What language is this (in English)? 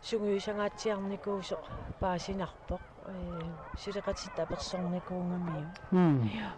Kalaallisut